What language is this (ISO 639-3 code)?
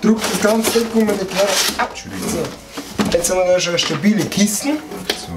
bar